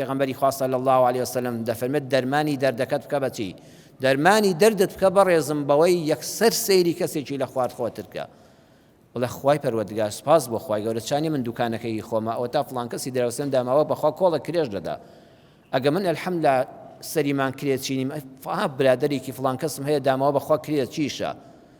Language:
Central Kurdish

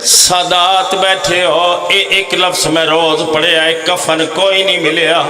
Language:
Pahari-Potwari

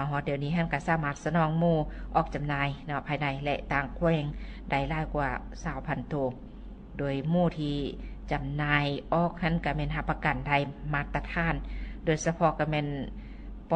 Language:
Lao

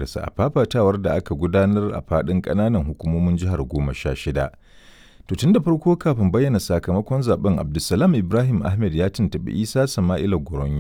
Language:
Hausa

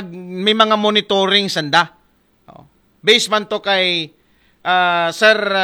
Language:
Aklanon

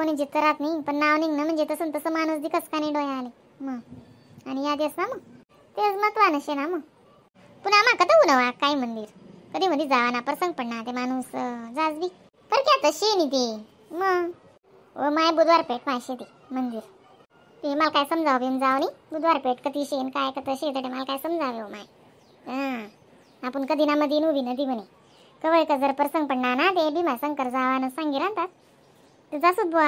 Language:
Khandesi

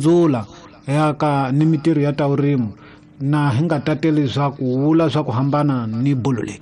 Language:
Tsonga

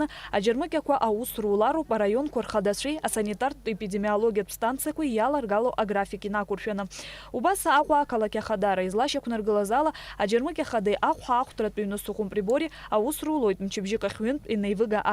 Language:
Abkhazian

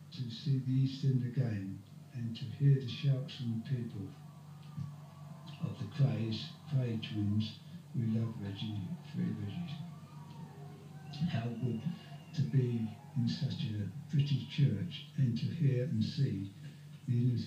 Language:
English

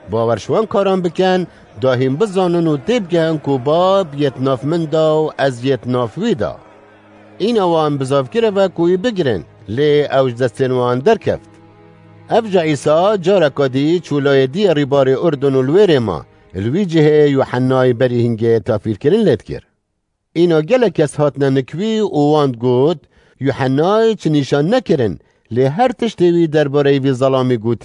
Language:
Kurdish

